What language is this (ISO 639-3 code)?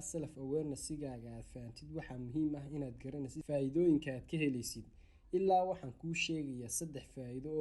som